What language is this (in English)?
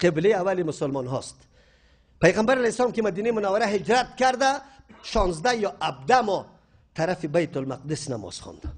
Persian